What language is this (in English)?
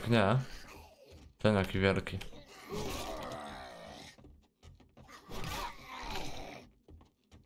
Polish